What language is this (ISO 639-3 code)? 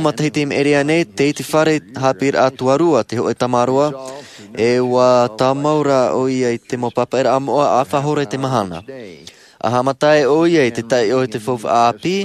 tah